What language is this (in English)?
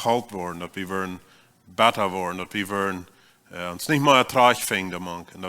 Plautdietsch